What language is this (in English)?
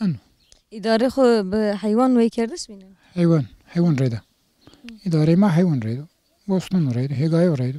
Zaza